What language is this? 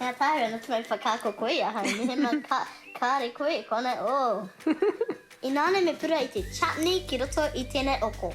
Māori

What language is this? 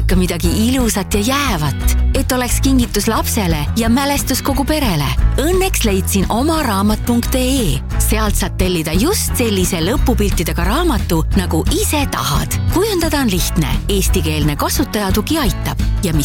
Estonian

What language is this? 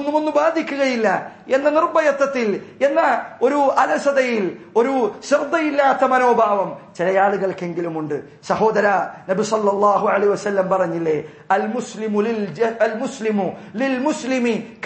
Malayalam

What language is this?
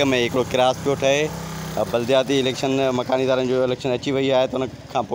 Sindhi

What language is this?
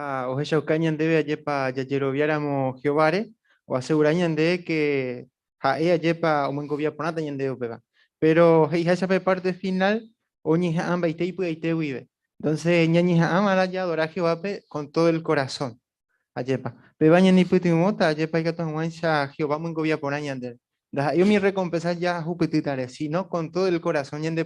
Guarani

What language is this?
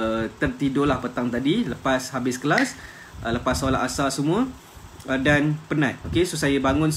Malay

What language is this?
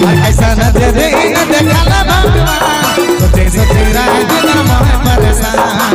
Sadri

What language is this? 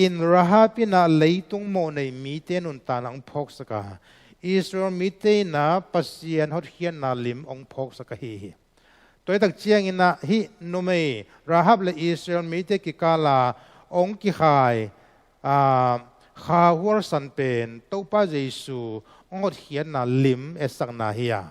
Tedim Chin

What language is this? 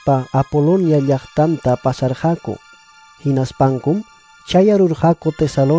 Ayacucho Quechua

